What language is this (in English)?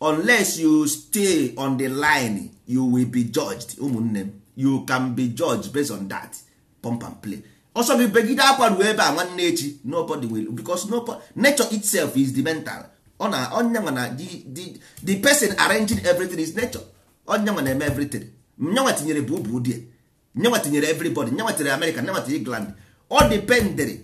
Igbo